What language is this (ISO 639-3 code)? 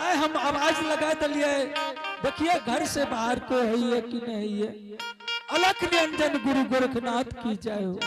anp